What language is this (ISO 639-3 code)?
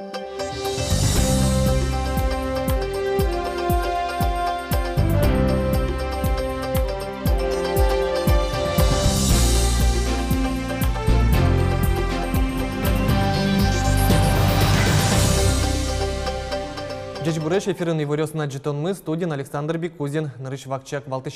udm